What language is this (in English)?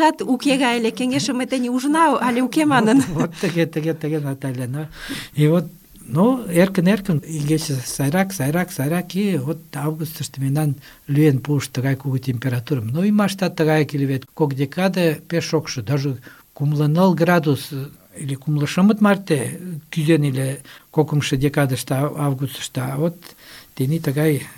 Mari